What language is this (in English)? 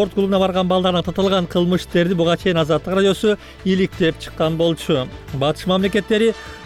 Kyrgyz